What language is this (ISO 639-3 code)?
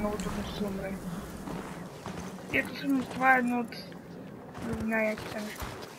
bul